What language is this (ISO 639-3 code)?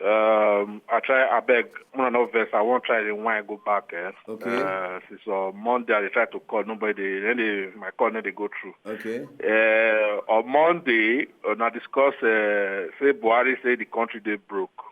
pcm